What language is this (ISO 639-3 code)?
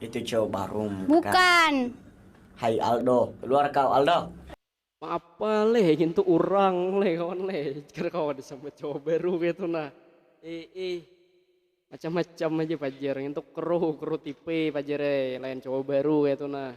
bjn